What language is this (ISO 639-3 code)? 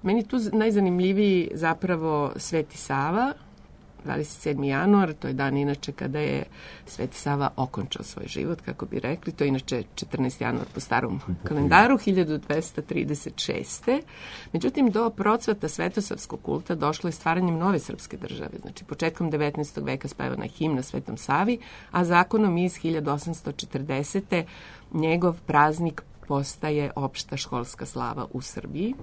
srp